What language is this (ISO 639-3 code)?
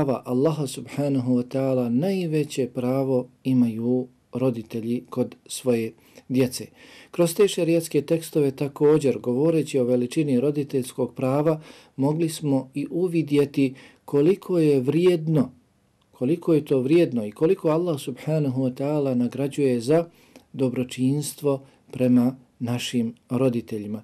bos